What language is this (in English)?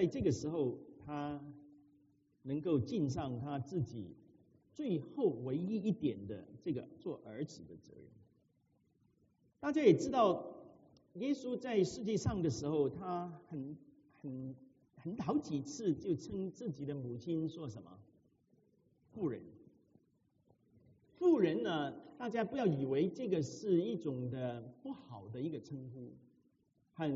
Chinese